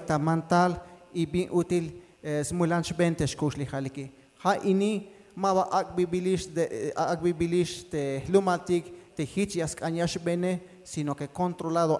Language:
Tzeltal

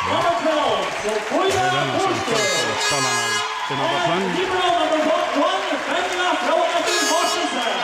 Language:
Faroese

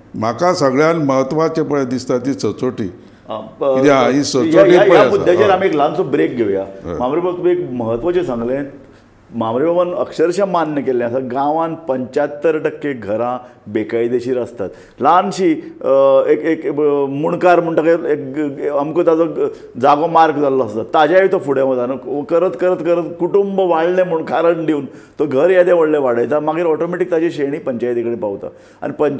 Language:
Konkani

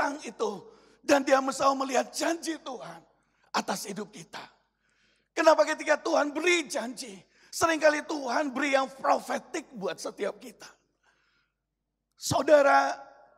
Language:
Indonesian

